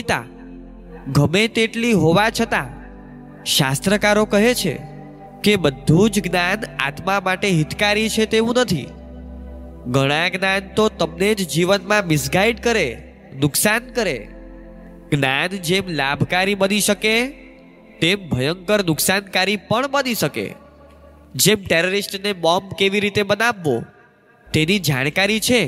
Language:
Gujarati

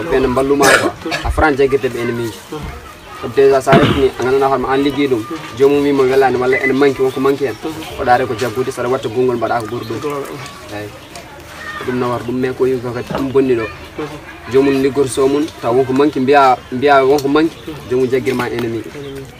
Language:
Pular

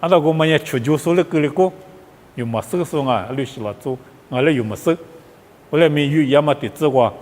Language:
Lisu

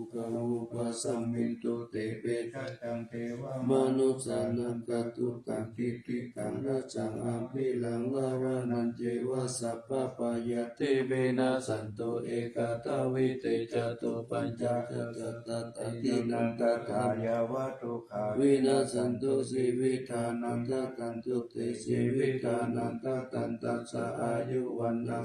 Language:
Pali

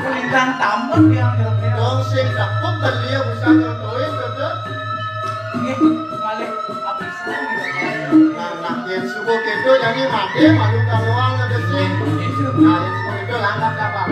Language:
Balinese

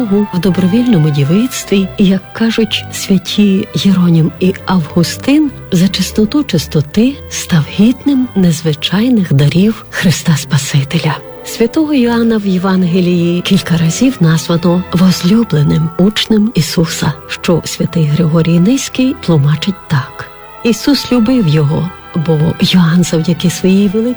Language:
Ukrainian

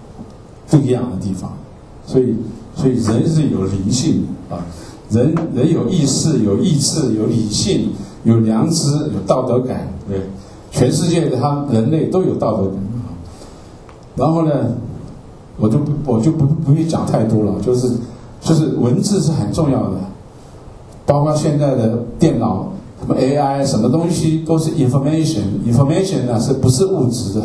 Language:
Chinese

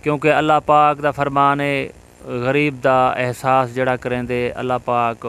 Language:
Saraiki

